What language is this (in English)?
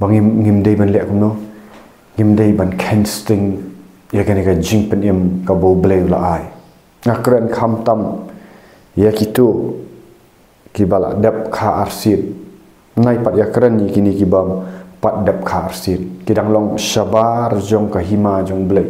Khasi